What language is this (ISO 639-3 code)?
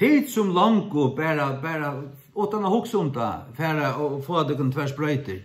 fao